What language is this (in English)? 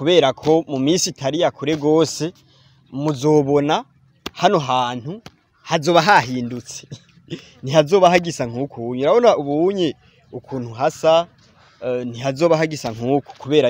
Rundi